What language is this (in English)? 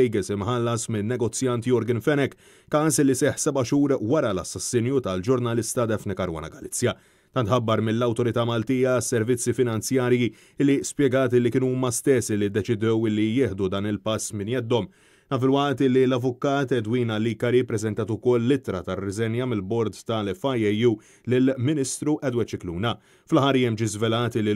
Maltese